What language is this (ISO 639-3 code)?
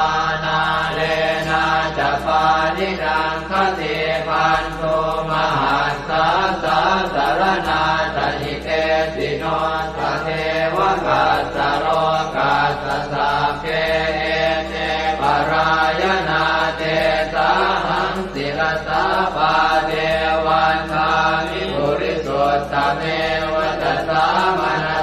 pli